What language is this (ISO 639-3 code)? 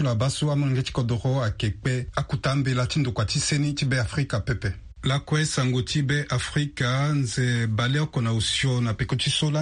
sag